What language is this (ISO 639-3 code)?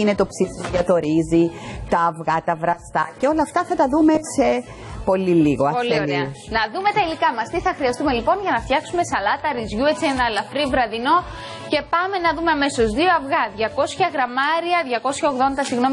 ell